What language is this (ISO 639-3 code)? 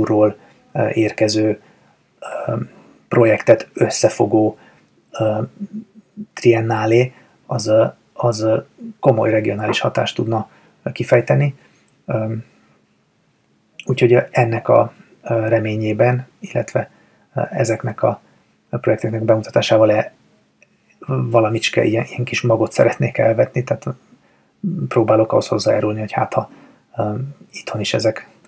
hun